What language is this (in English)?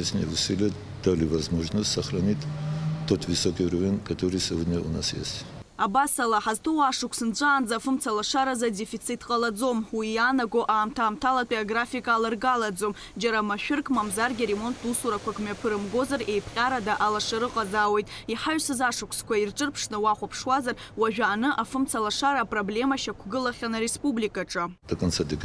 Abkhazian